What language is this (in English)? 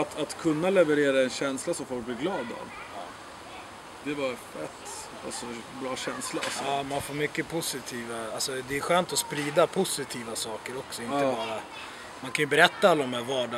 Swedish